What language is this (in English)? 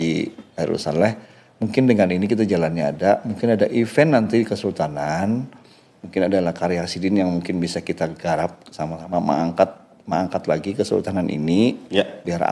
Banjar